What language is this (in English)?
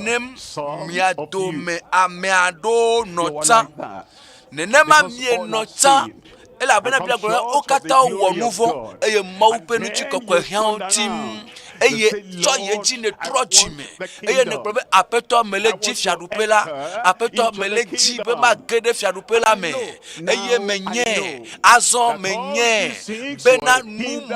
Ewe